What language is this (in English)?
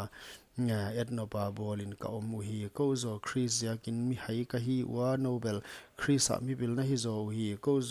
Paite Chin